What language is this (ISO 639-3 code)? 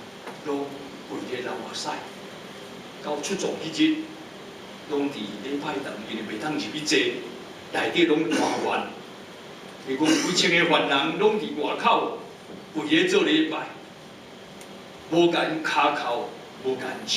nan